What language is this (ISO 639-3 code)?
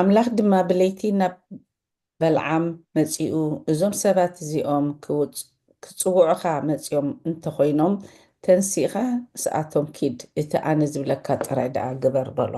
tir